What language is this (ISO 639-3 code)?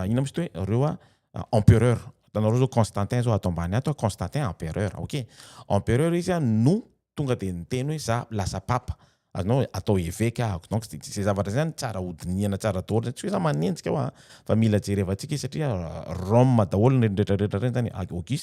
mlg